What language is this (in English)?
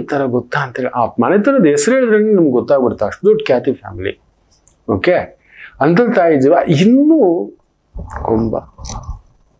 Kannada